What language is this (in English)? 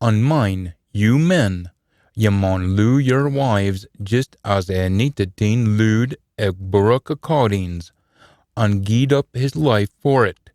Scots